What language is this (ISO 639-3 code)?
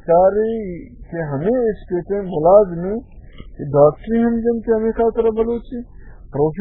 bal